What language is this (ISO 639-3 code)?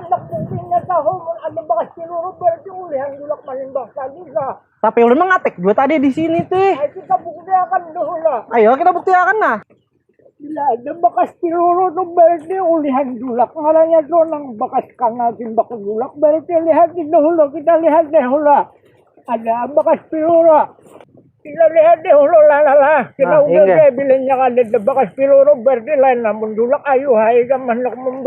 bjn